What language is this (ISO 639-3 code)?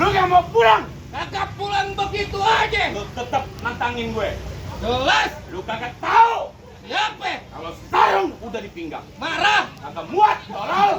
bew